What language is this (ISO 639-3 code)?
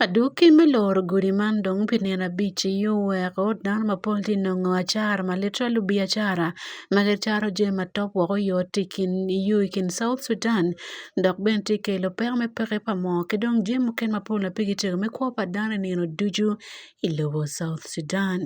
ach